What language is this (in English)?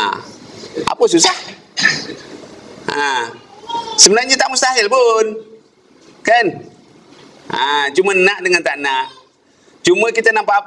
Malay